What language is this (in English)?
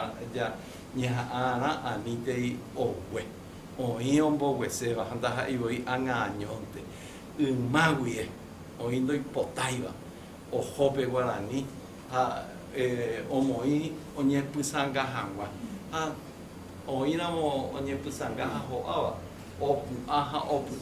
Guarani